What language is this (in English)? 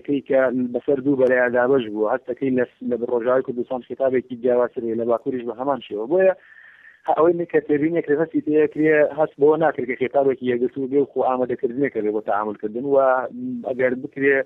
Central Kurdish